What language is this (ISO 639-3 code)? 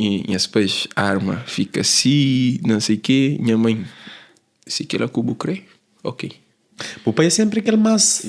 kea